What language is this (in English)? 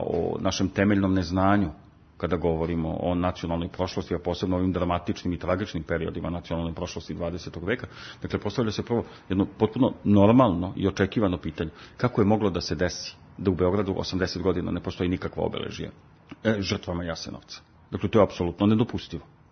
Serbian